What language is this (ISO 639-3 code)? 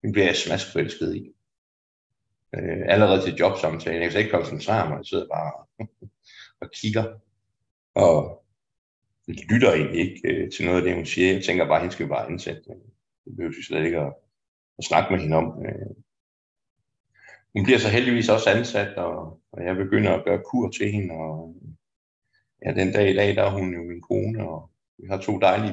dan